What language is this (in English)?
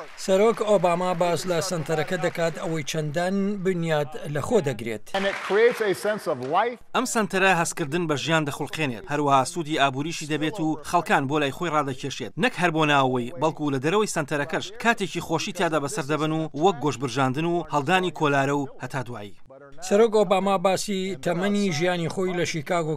Central Kurdish